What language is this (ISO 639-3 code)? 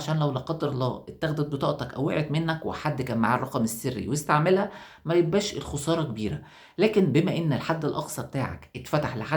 arz